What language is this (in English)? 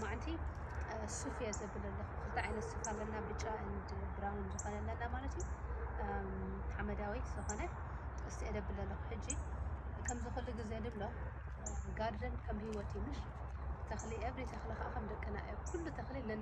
Tigrinya